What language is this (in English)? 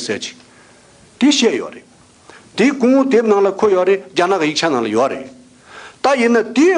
Tibetan